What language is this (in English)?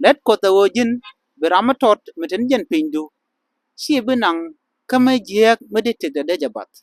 Nuer